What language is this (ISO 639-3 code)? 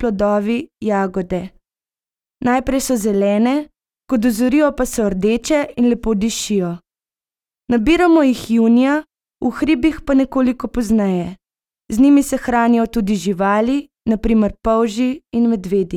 slv